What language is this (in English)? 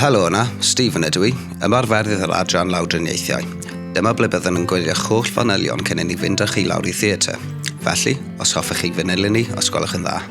Welsh